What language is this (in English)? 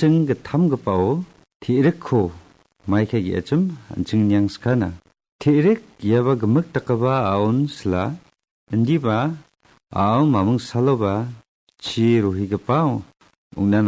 Garo